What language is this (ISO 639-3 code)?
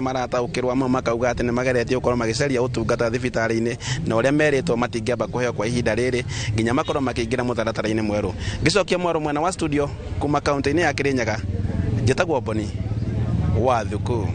kik